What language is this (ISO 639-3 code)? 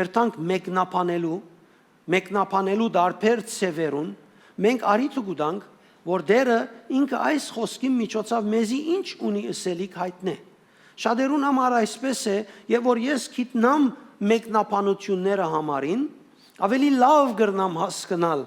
hyw